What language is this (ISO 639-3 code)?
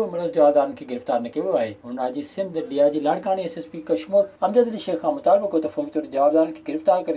snd